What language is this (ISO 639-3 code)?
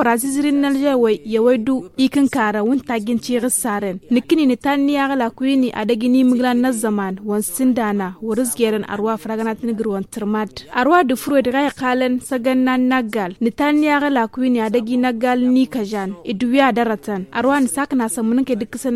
taq